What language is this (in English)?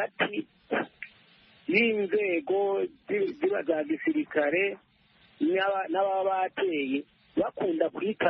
Kinyarwanda